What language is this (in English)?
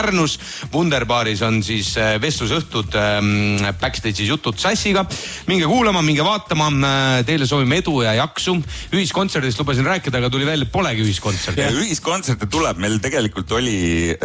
Estonian